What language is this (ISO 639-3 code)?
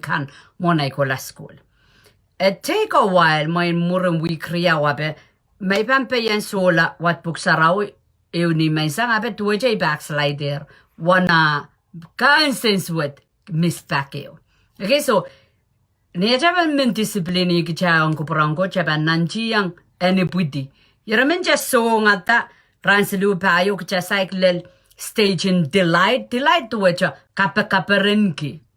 pon